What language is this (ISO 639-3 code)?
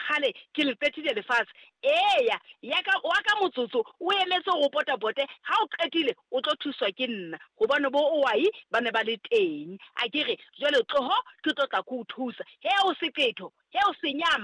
sot